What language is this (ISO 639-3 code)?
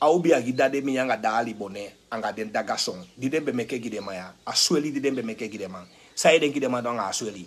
srn